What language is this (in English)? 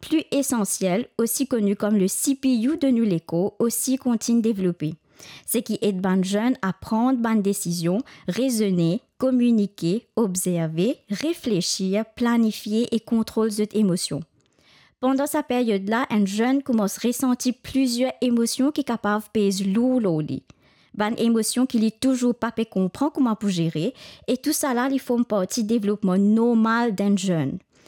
Morisyen